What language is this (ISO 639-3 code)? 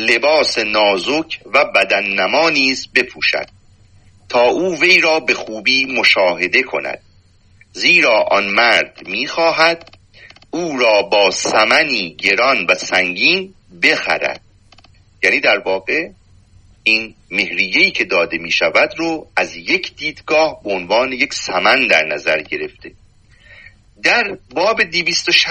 fas